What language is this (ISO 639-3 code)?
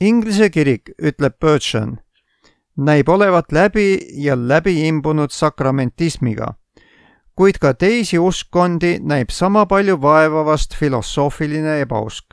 est